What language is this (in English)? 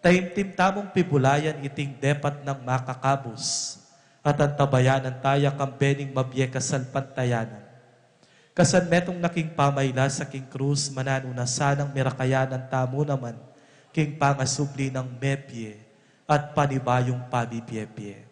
Pampanga